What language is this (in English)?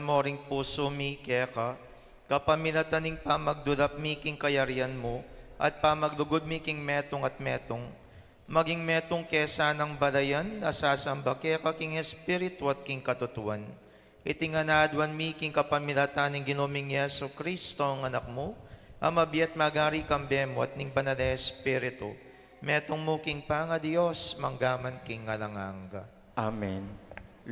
Pampanga